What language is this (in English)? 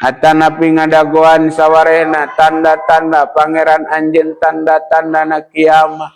Sundanese